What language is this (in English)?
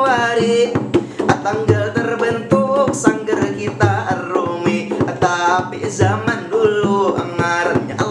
Banjar